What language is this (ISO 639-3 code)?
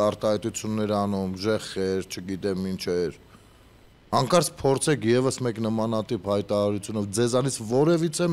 hye